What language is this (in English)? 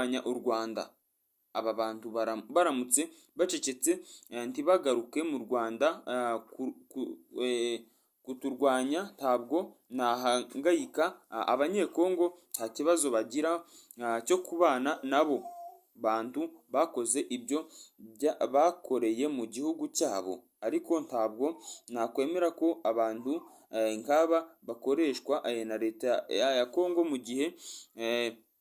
Kinyarwanda